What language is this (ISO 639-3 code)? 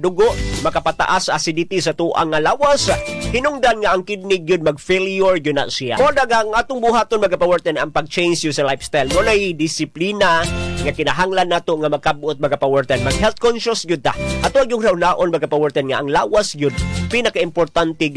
ceb